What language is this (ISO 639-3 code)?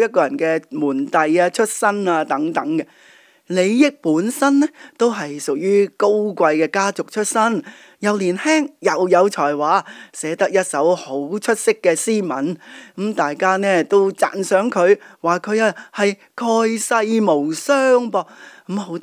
yue